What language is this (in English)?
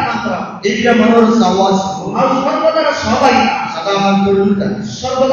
Telugu